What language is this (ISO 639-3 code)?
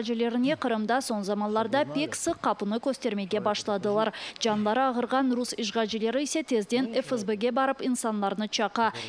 crh